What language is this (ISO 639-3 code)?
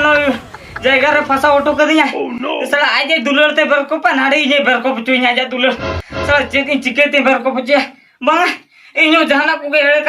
sat